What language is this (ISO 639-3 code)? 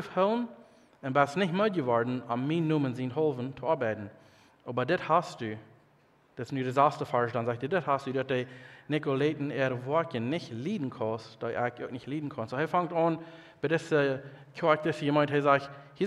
pdt